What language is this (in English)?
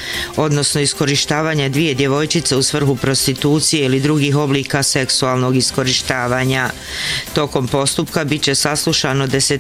Bosnian